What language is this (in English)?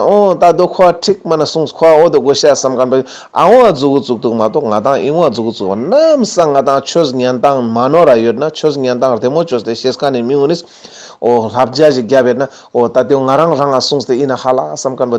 Ladakhi